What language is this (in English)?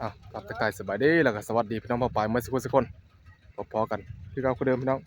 Northeastern Thai